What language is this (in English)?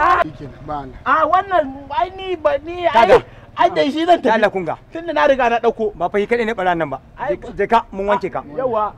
Hausa